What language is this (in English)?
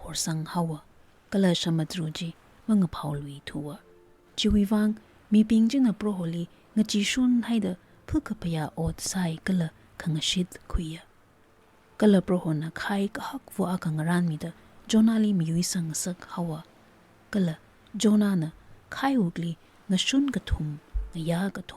Tangkhul Naga (India)